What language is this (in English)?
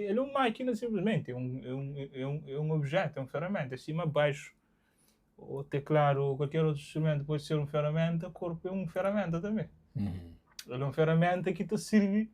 Kabuverdianu